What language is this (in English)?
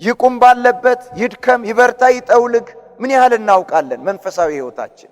Amharic